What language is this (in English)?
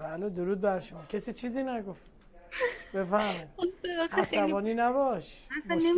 Persian